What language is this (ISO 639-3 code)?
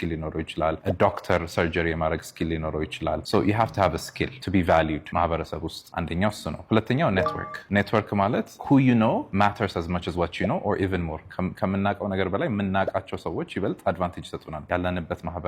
amh